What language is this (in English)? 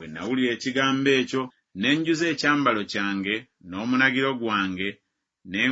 Ganda